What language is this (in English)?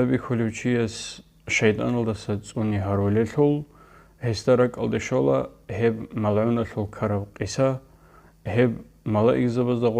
Avaric